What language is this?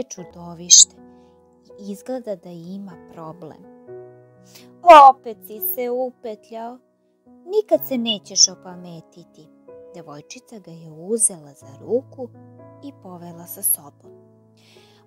Serbian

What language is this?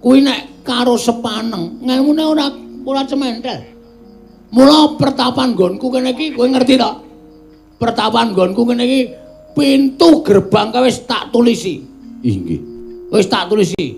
Javanese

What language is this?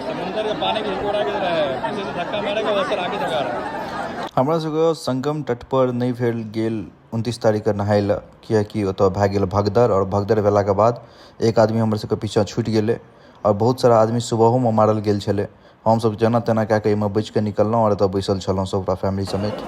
Maithili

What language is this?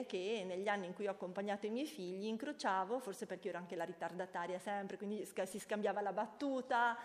Italian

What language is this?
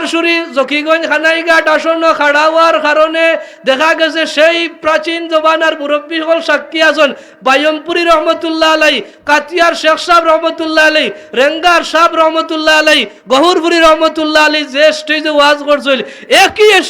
Sylheti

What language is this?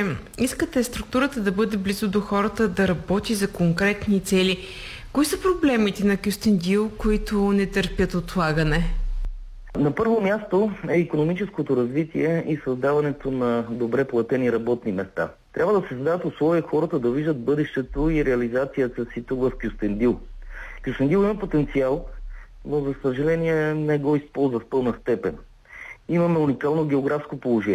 Bulgarian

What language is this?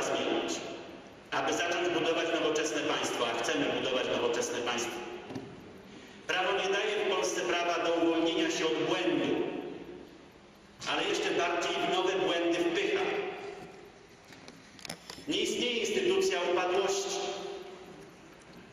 Polish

